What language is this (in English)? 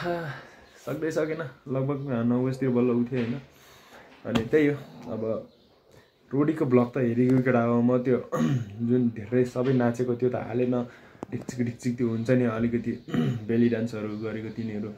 Nepali